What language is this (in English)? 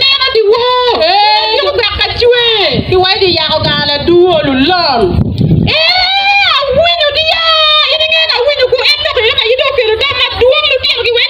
Acoli